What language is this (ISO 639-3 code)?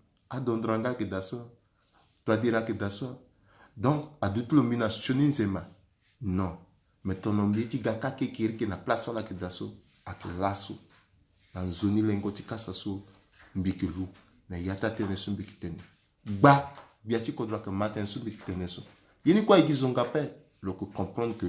sag